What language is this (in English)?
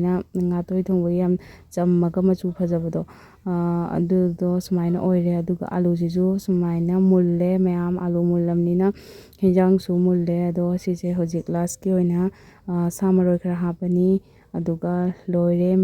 Manipuri